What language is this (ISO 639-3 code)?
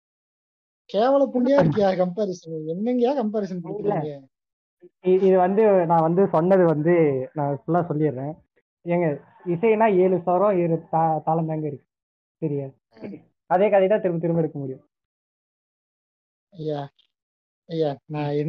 tam